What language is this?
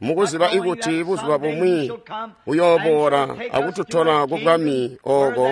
Tonga (Zambia)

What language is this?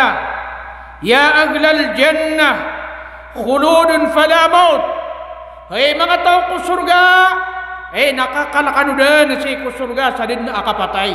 Maranao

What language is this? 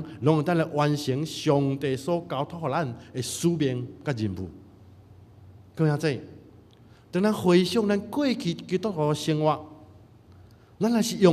Min Nan Chinese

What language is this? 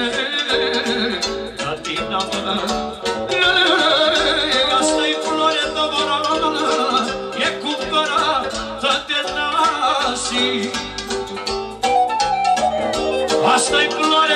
Romanian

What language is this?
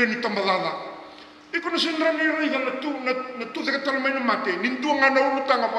Fijian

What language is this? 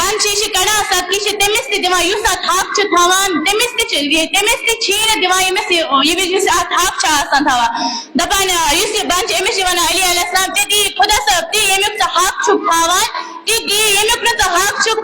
Kashmiri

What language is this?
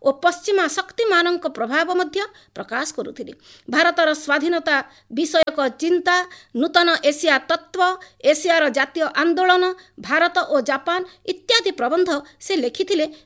Odia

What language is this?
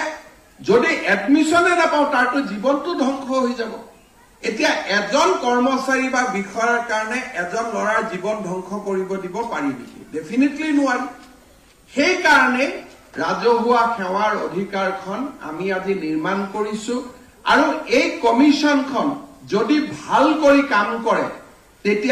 Assamese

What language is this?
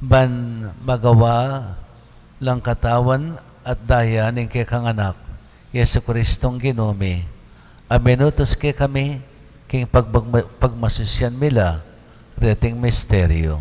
Pampanga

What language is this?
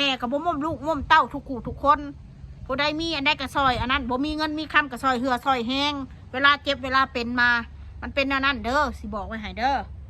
Northeastern Thai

